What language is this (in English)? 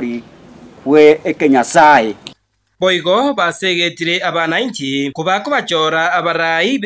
Gusii